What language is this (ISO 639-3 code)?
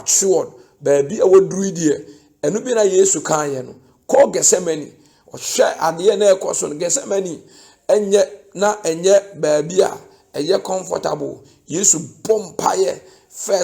aka